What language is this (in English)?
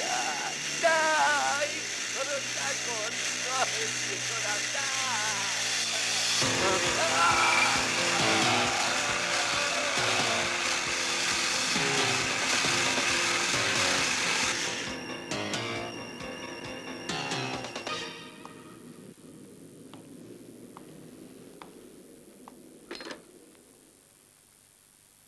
Persian